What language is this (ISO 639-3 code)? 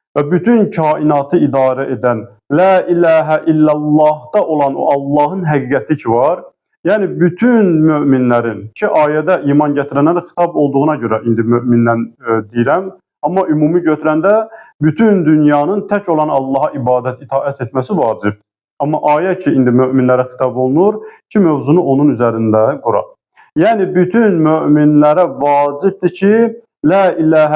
aze